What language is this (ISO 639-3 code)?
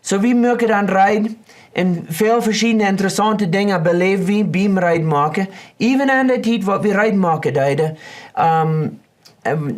pdt